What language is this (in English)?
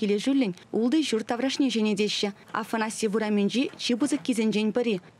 Chuvash